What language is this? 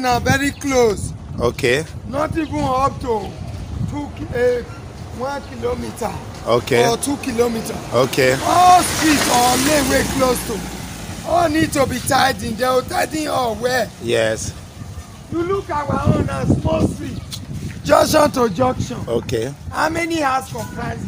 Nigerian Pidgin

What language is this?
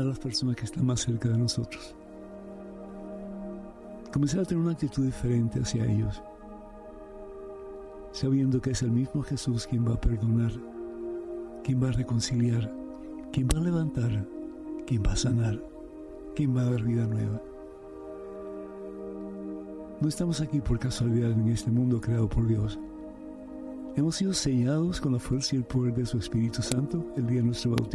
Spanish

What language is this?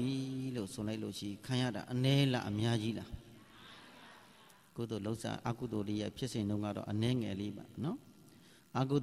Burmese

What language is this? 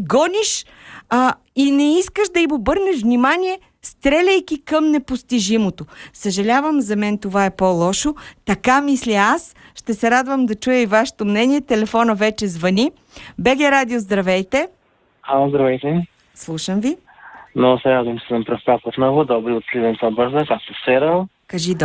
Bulgarian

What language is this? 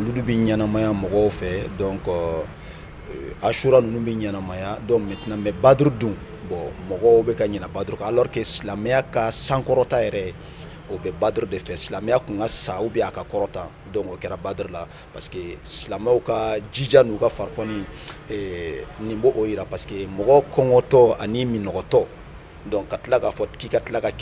Bambara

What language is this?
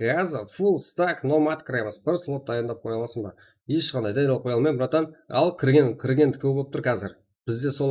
Kara-Kalpak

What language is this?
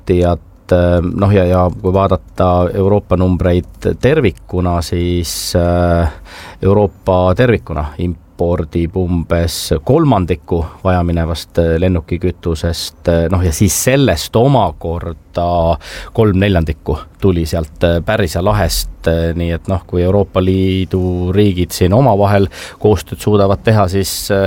Estonian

